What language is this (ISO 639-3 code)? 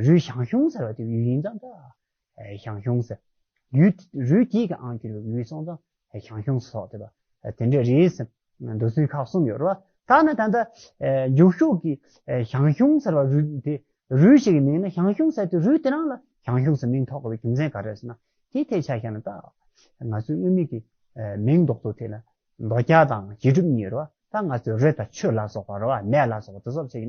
bod